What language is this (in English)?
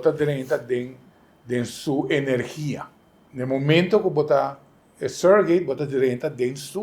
Papiamento